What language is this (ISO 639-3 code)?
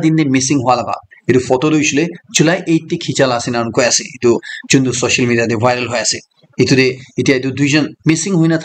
nag